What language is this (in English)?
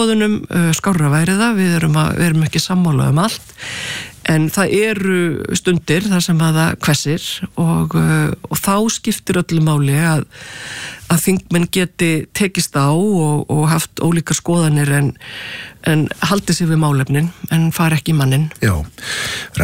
Icelandic